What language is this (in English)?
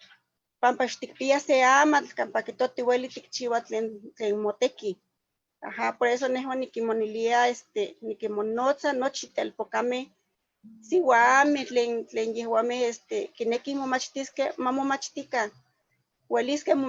Eastern Huasteca Nahuatl